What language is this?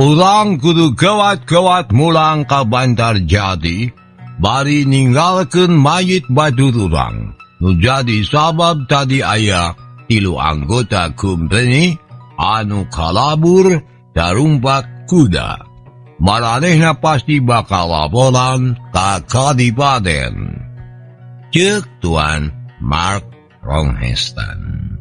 Sundanese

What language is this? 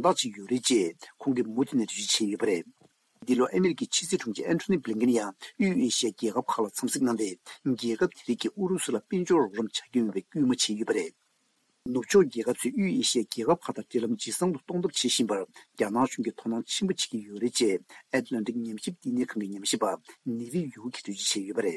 Tibetan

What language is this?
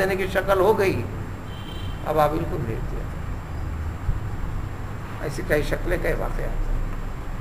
Urdu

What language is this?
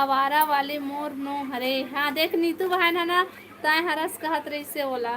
Chhattisgarhi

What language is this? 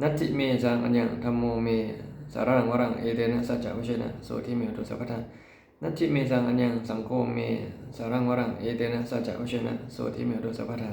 Pali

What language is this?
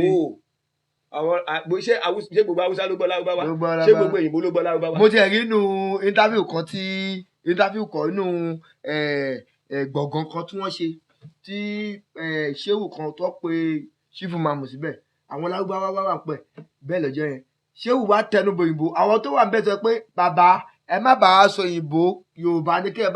Yoruba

